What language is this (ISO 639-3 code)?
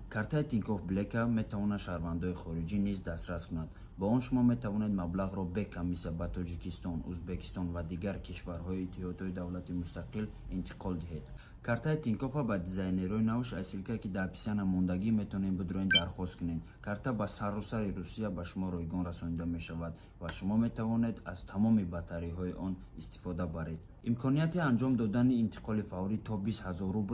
tgk